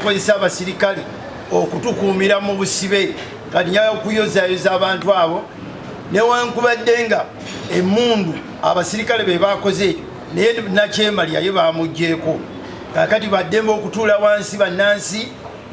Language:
Ganda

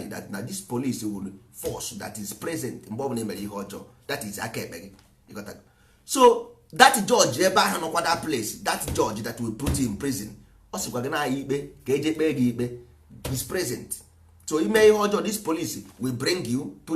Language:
Igbo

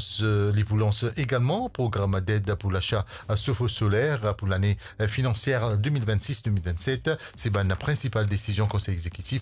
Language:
Morisyen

